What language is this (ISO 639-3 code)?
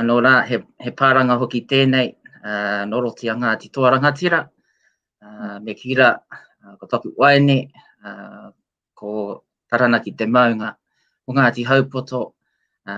mri